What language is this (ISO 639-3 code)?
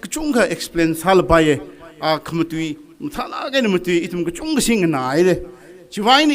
nmf